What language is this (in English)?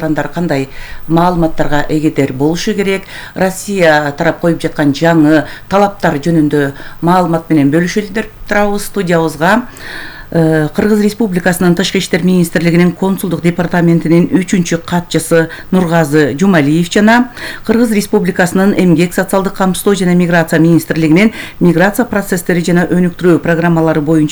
Kyrgyz